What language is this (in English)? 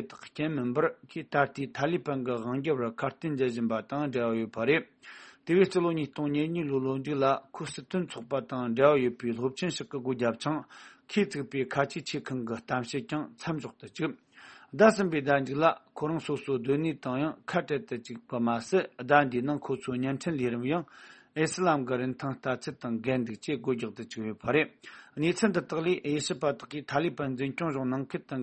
Tibetan